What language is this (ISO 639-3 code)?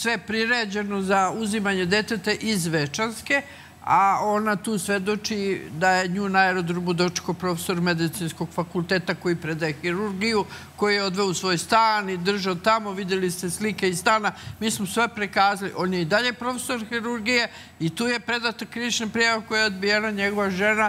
srp